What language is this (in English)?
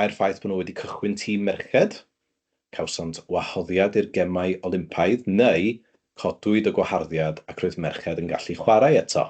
Welsh